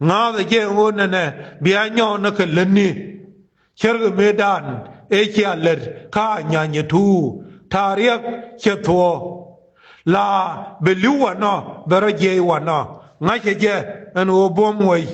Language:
Nuer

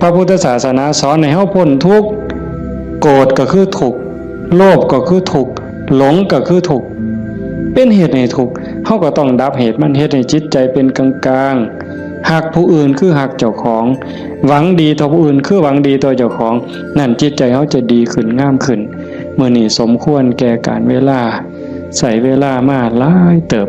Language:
Northeastern Thai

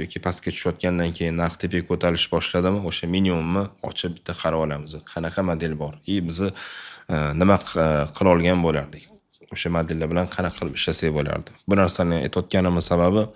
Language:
Uzbek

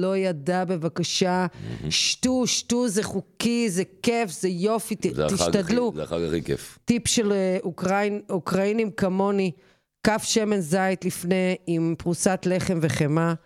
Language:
Hebrew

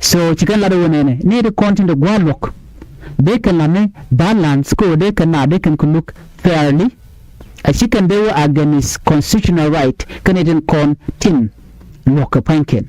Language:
Nuer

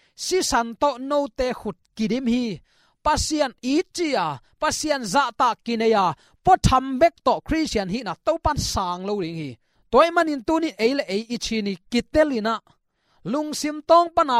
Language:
Tedim Chin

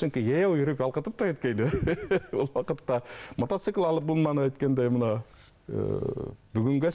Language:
Bashkir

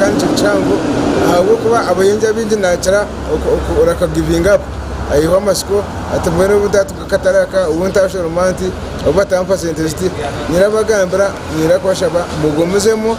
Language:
Nyankole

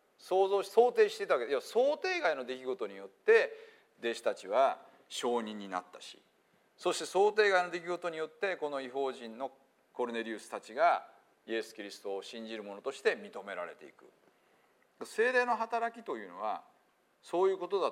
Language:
Japanese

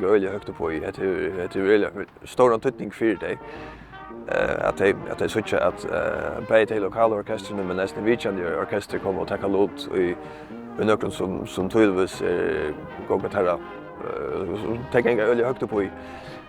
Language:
Faroese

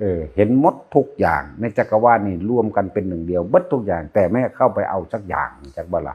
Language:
Northeastern Thai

